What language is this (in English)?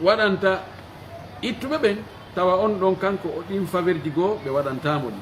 Pular